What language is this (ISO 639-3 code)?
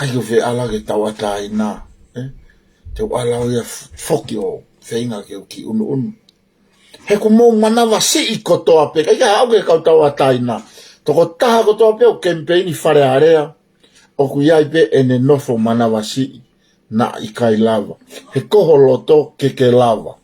ton